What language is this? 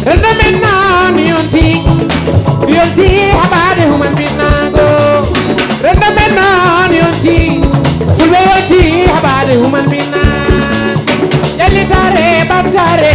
Fula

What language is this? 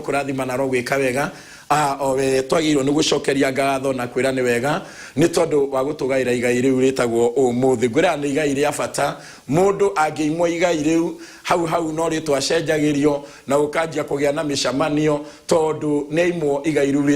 Kikuyu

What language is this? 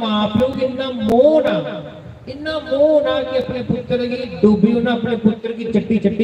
Dogri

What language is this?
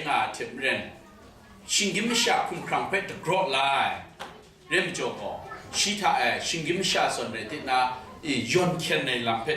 Kachin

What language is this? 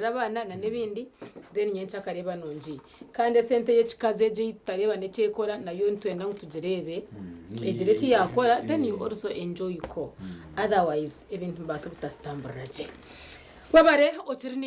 Nyankole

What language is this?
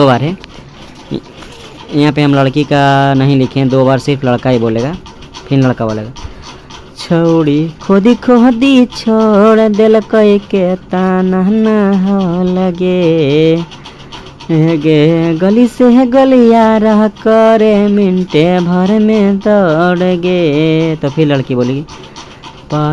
Magahi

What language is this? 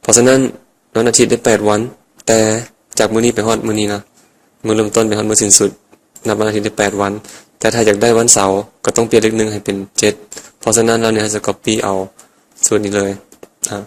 Lao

